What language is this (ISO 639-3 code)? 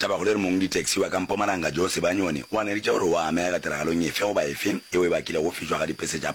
nso